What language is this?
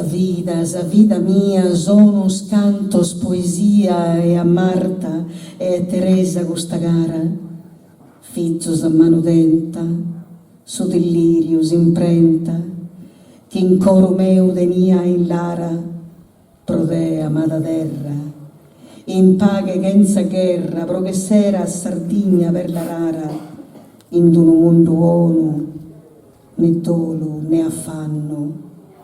Sardinian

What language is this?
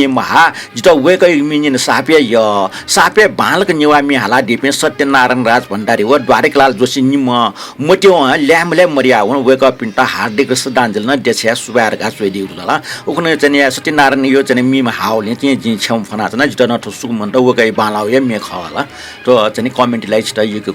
Newari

